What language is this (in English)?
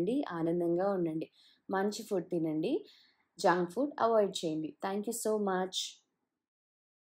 Telugu